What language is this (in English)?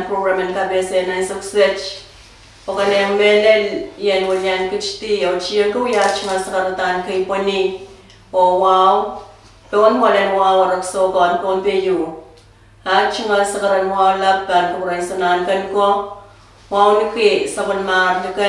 Pohnpeian